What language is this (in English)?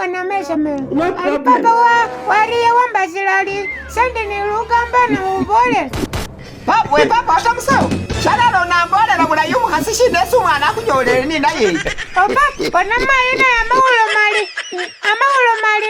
Masaaba